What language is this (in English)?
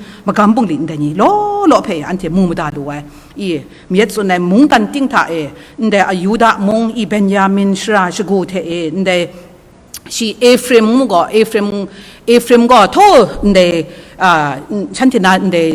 Kachin